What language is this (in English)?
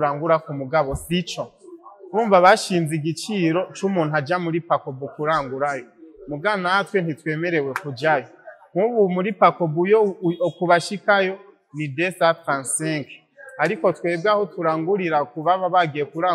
Rundi